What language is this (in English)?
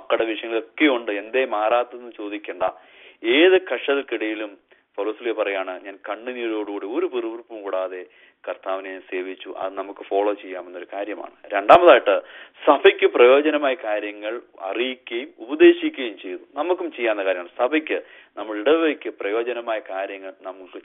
Malayalam